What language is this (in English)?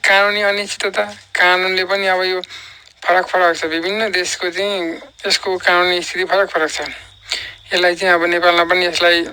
Nepali